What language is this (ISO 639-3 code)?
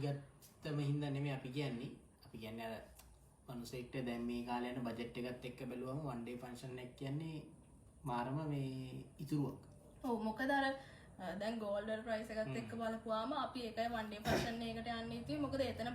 sin